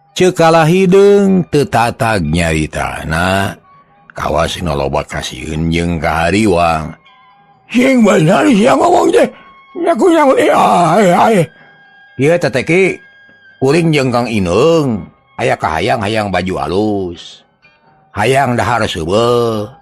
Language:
Sundanese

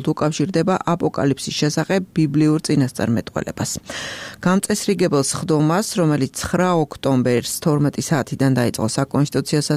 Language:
Georgian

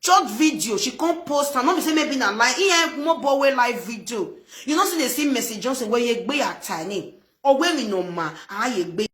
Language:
Nigerian Pidgin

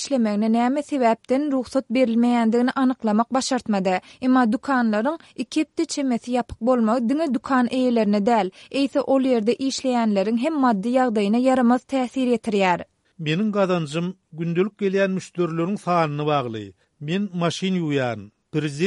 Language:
Turkmen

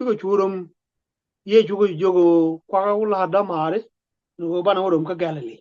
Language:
Nuer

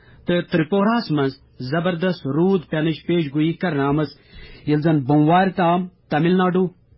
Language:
Kashmiri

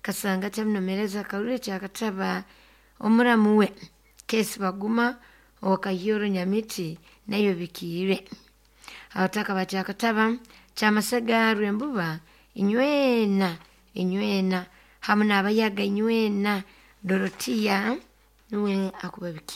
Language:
Nyoro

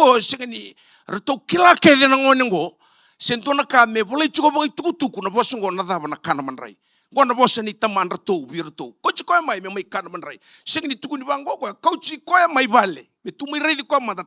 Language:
Fijian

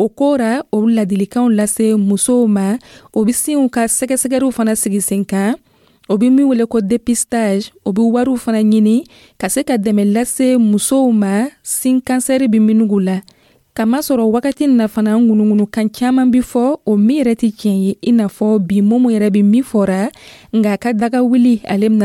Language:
Dyula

